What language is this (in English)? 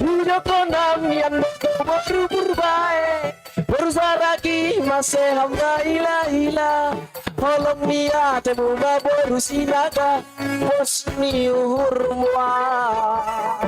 Batak Simalungun